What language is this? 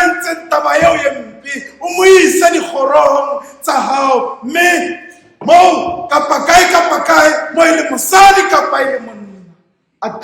Southern Sotho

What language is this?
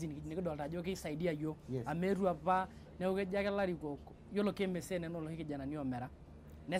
Masai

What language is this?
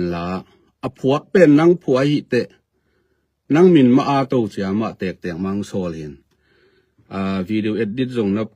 Tedim Chin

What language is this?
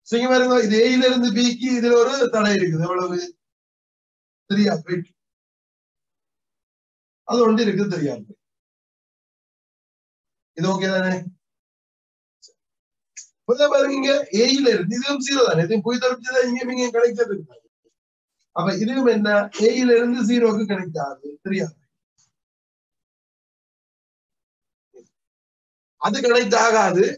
Tamil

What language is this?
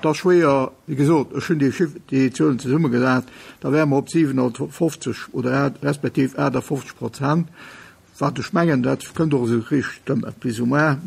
Luxembourgish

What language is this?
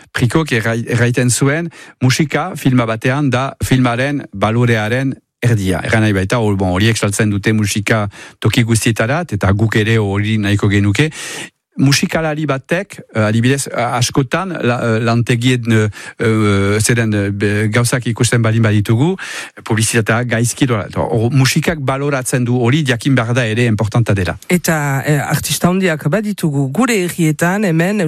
Basque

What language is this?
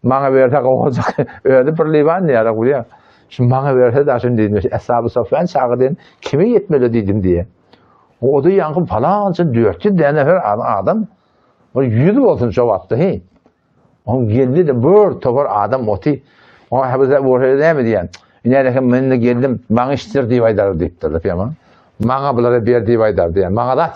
Turkmen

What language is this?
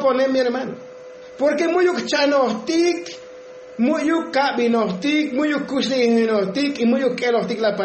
Tzotzil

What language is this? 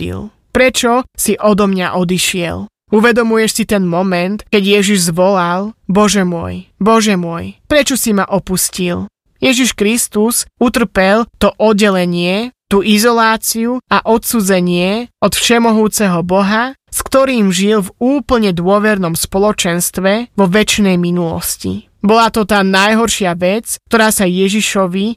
Slovak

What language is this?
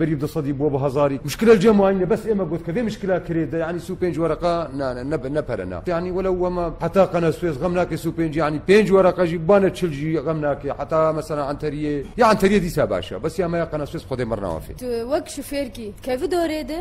Kurdish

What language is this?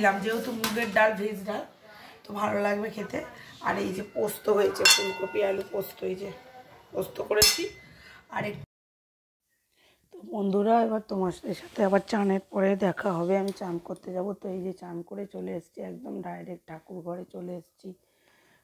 Bangla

